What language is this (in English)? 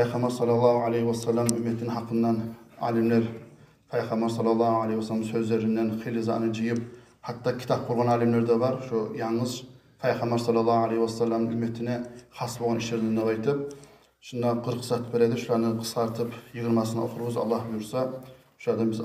Kumyk